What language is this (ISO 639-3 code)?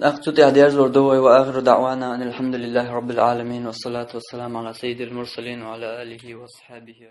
che